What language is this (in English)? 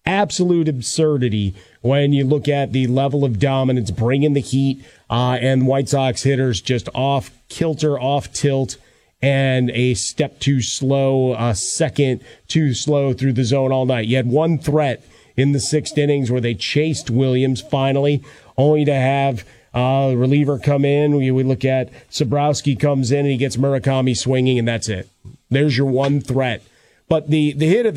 English